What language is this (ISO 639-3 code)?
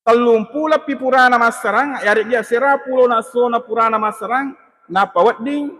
bug